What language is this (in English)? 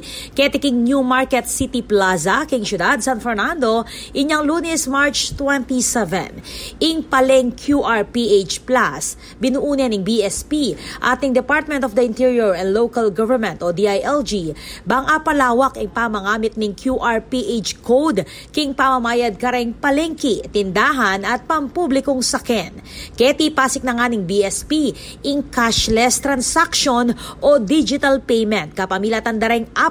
Pampanga